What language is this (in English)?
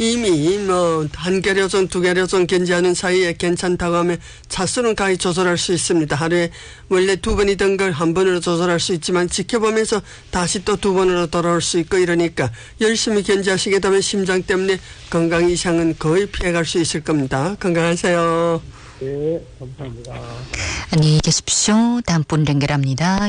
Korean